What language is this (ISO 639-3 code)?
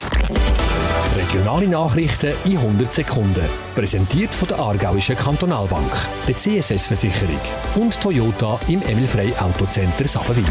gsw